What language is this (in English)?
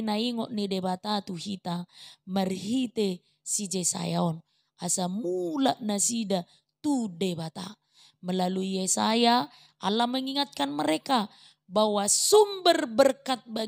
Batak Toba